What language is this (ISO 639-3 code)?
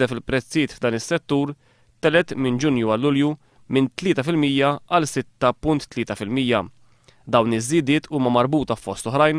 mlt